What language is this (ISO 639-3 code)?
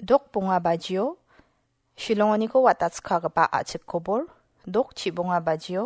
grt